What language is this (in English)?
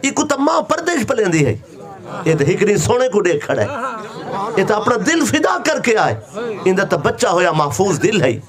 Saraiki